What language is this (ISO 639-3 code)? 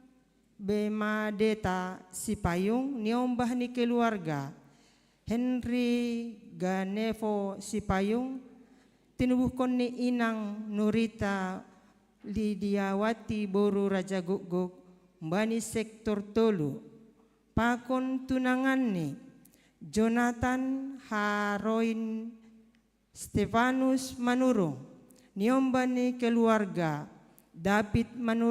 bts